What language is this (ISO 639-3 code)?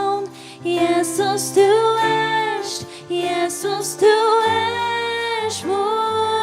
fao